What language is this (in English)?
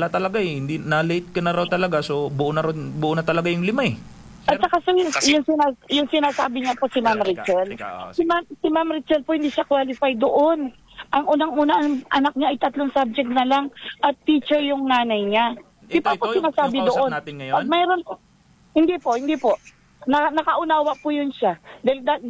Filipino